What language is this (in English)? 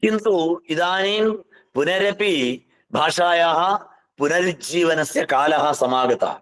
Sanskrit